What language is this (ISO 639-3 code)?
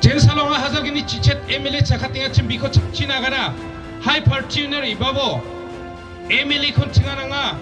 grt